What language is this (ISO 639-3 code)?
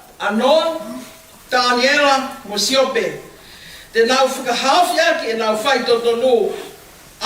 ton